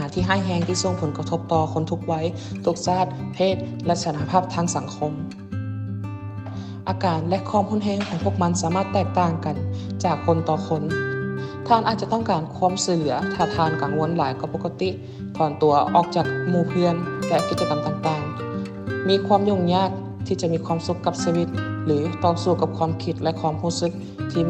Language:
Lao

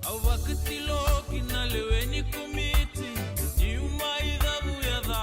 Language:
Fijian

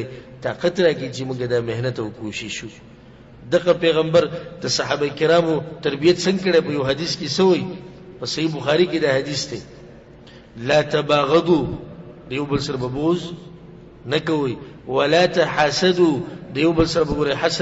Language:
Pashto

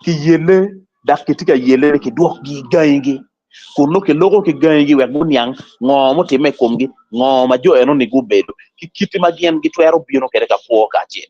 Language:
Acoli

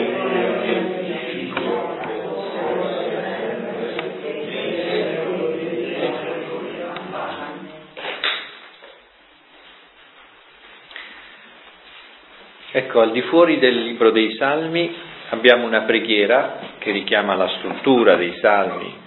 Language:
Italian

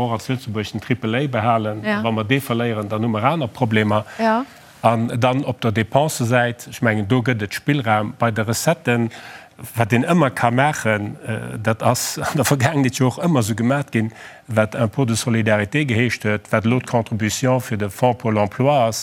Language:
Luxembourgish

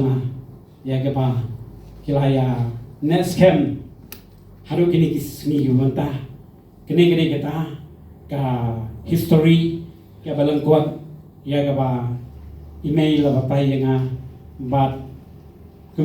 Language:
Khasi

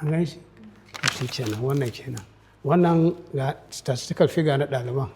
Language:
Hausa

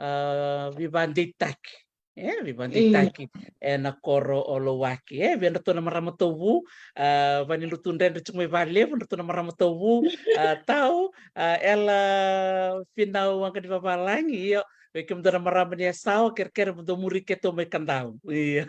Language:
Fijian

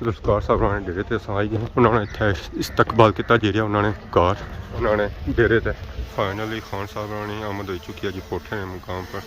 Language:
Pahari-Potwari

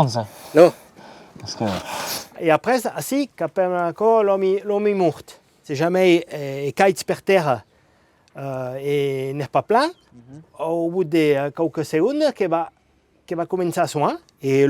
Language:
Occitan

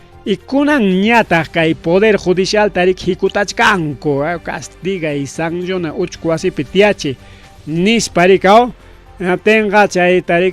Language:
Ayacucho Quechua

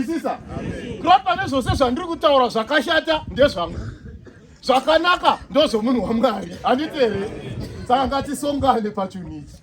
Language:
Shona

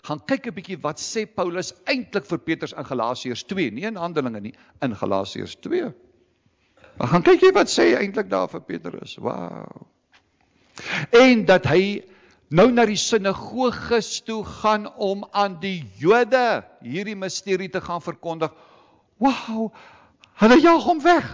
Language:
Afrikaans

